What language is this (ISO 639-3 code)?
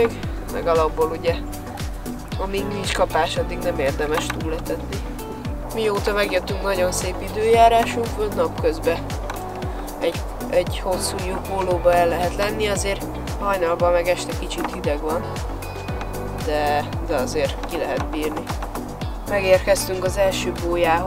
hun